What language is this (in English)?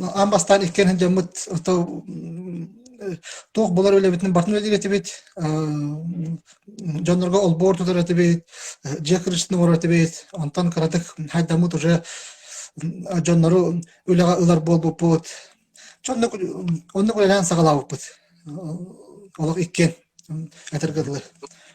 Yakut